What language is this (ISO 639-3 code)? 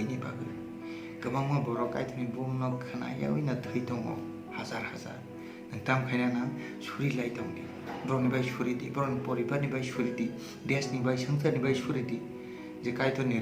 trp